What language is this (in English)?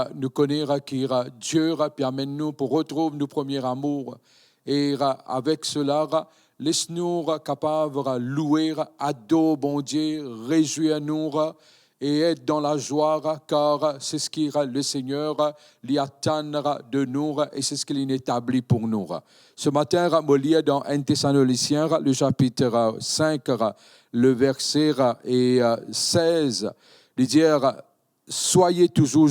Morisyen